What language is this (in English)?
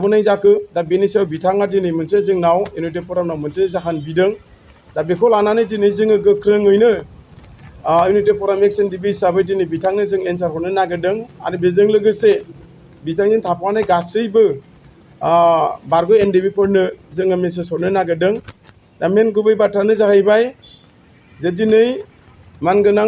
Bodo